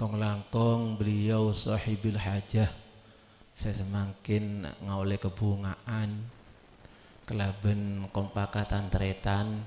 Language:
Madurese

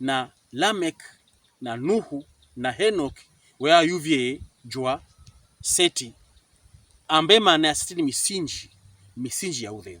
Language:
Pokomo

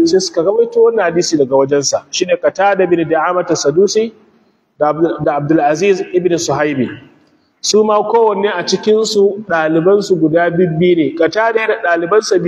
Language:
Hausa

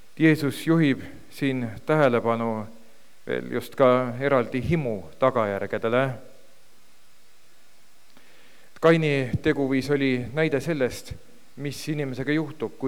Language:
Estonian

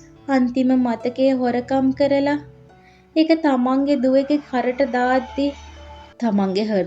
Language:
Sinhala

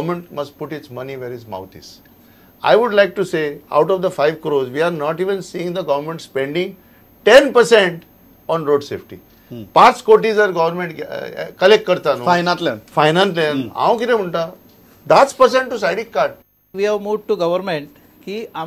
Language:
Konkani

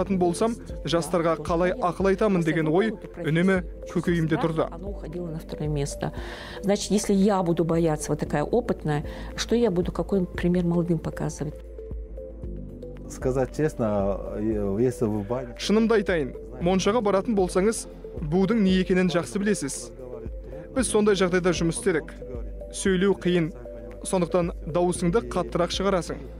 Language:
Kazakh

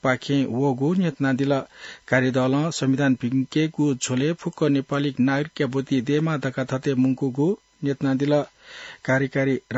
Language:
Newari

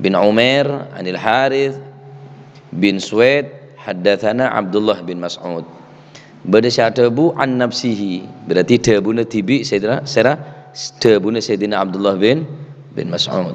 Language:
Madurese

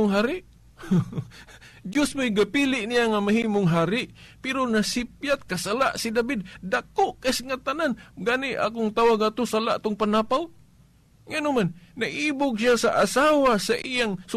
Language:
Cebuano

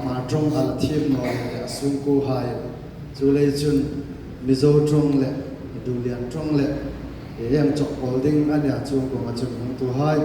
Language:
Hmar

